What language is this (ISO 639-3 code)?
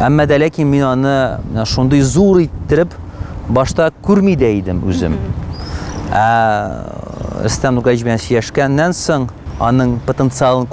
tat